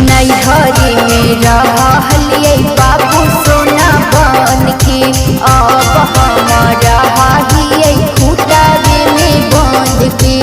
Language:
Magahi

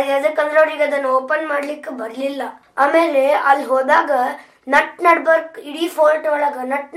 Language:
Kannada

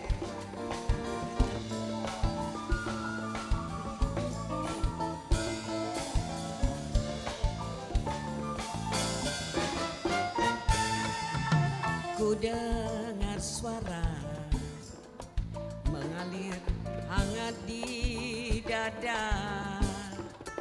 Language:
Indonesian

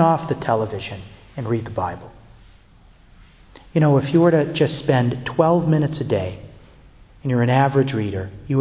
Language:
English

